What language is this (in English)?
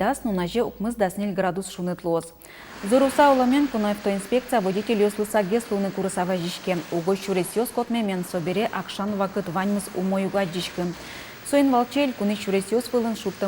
Udmurt